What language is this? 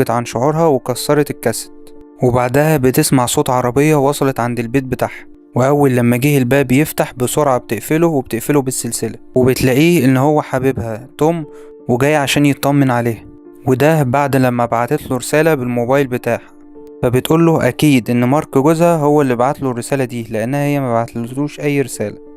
Egyptian Arabic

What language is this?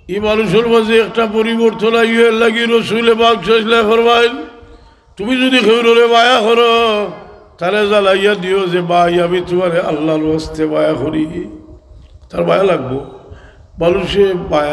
Sylheti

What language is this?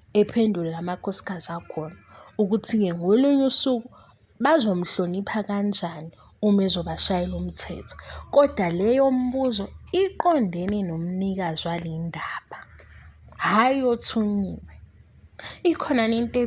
Zulu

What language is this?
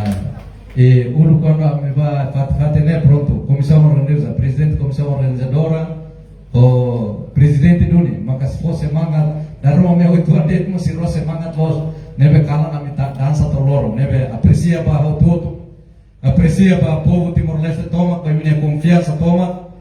Tetum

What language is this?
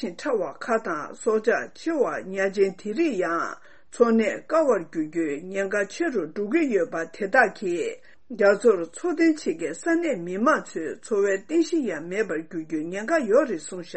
Tibetan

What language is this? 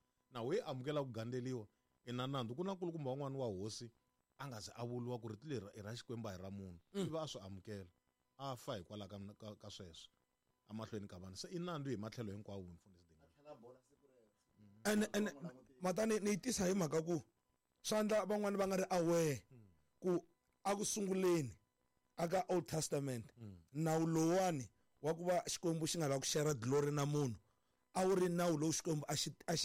Tsonga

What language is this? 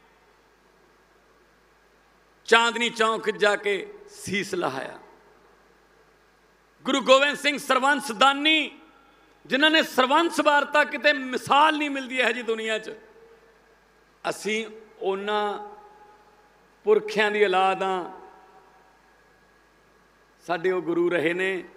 Punjabi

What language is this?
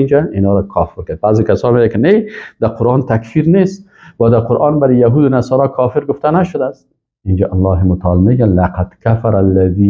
Persian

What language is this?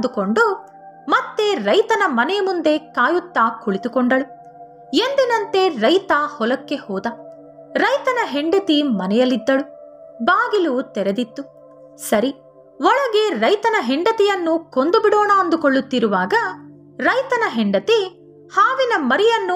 Kannada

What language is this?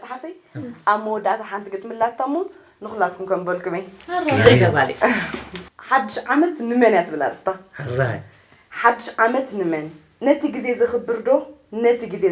Tigrinya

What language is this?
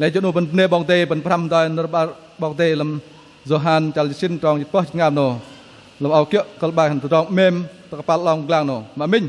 Bahnar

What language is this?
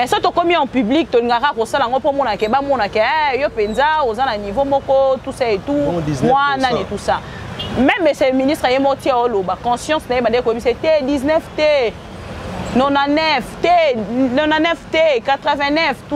Lingala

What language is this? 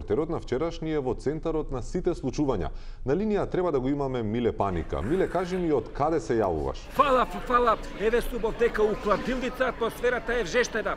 Macedonian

